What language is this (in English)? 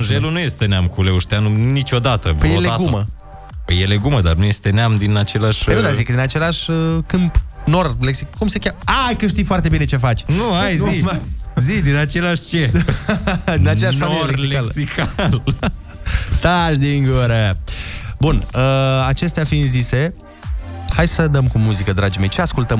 Romanian